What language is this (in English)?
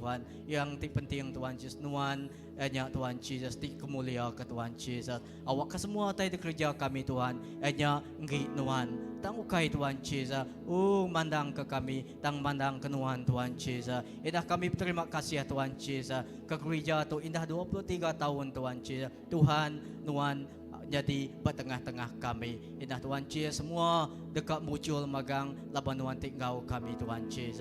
Iban